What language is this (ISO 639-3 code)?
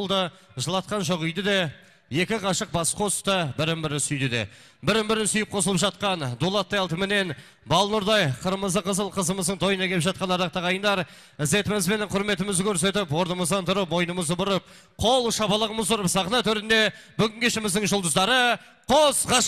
kaz